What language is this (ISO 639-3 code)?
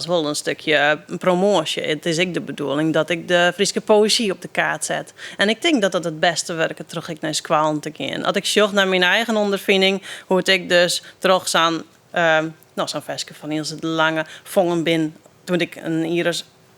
fry